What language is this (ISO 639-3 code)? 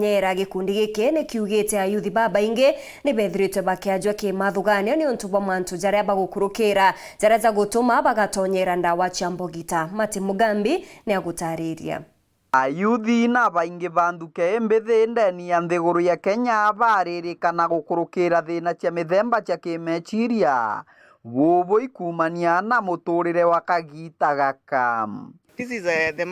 mer